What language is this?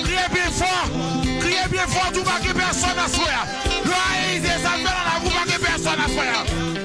Haitian Creole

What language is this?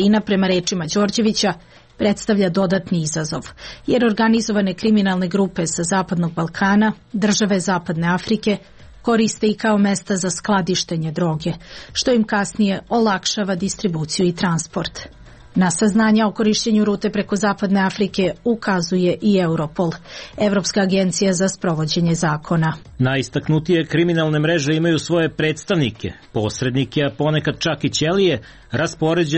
Serbian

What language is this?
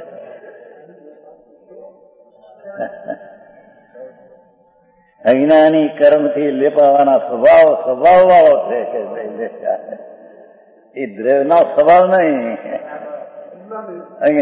Gujarati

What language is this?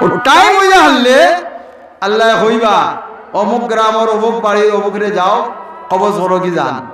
Sylheti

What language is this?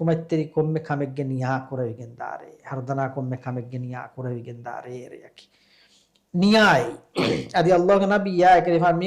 Divehi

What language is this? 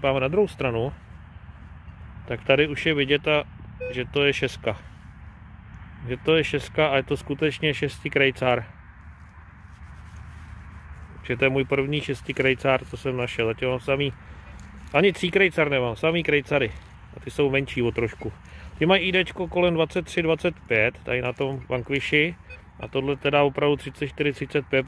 Czech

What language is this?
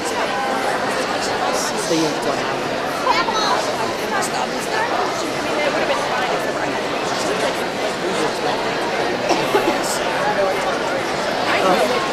English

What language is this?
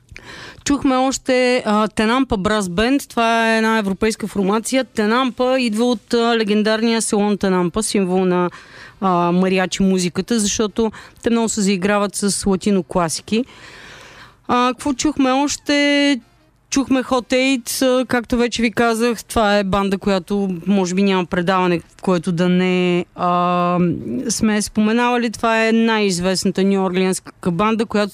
Bulgarian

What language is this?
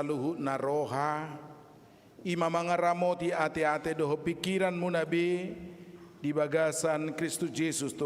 Batak Toba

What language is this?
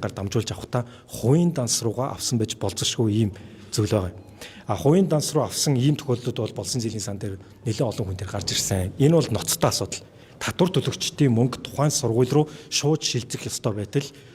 Mongolian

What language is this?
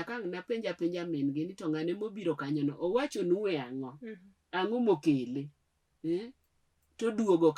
Luo (Kenya and Tanzania)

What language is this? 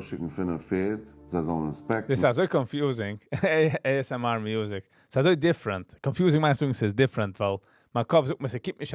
Yiddish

